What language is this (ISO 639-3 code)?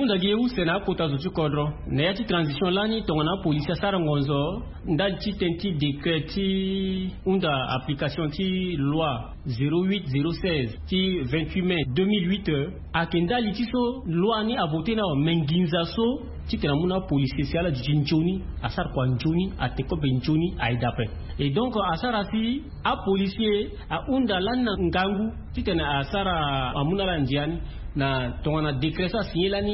sag